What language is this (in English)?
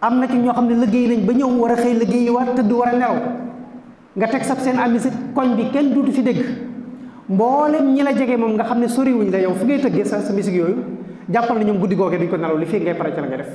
Wolof